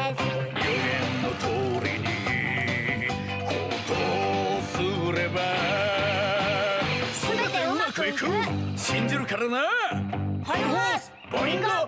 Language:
Japanese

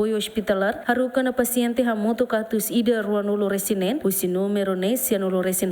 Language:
Tetum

